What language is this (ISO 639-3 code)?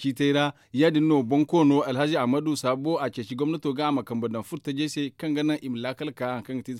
dje